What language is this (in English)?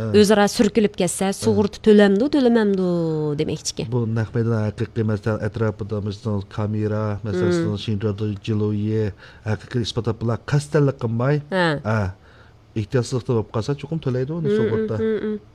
Uyghur